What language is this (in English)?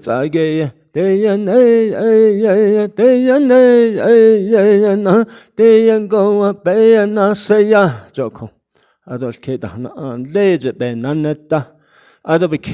Navajo